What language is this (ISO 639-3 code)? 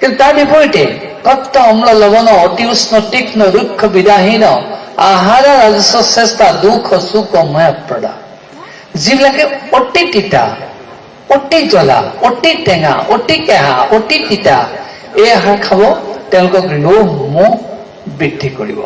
asm